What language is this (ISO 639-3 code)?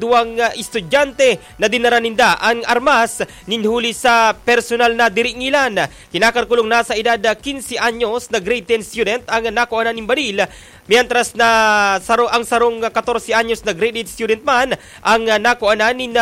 bik